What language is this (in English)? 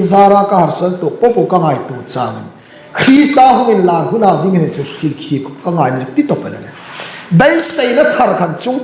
Hmar